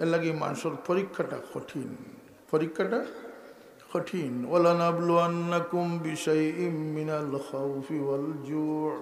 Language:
Sylheti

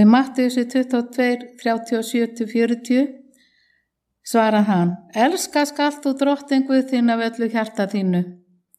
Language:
Icelandic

